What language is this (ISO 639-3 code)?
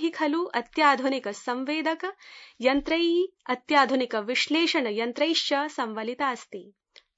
san